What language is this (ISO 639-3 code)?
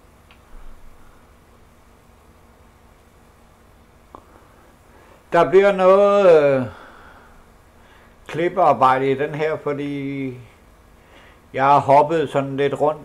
dan